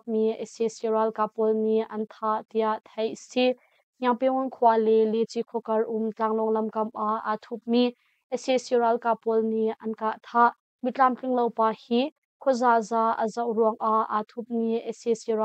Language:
Hakha Chin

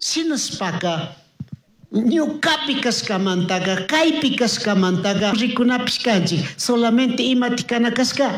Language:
Chimborazo Highland Quichua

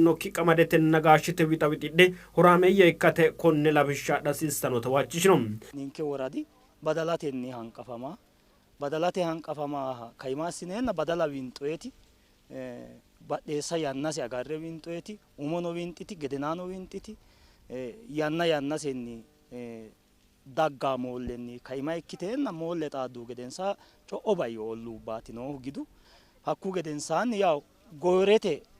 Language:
Sidamo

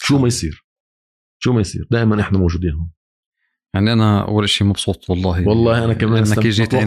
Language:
North Levantine Arabic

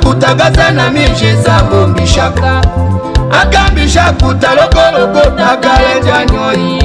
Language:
Tetela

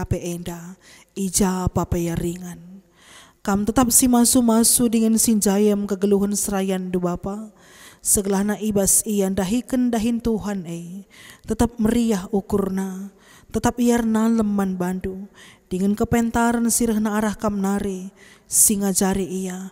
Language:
Batak Karo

